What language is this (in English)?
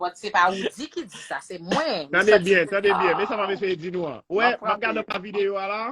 Haitian Creole